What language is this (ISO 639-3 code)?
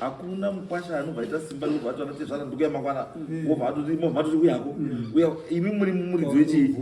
sna